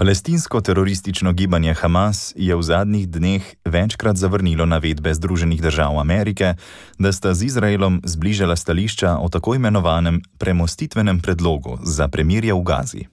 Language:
Slovenian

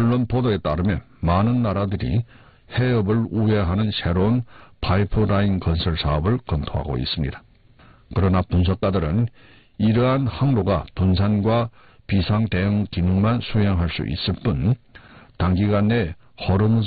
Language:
Korean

